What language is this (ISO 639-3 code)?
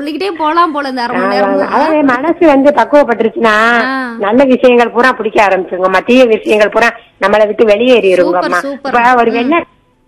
tam